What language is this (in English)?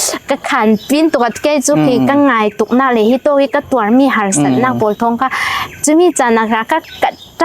Falam Chin